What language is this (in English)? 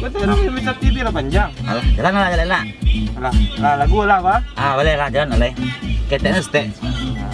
Minangkabau